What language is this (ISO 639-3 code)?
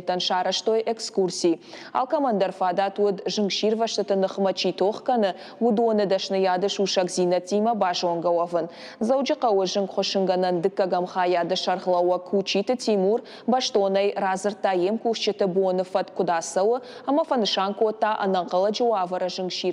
oss